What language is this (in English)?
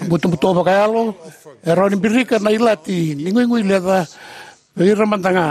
Fijian